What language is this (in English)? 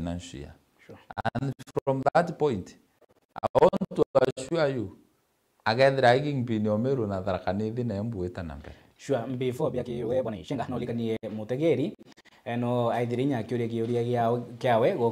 Meru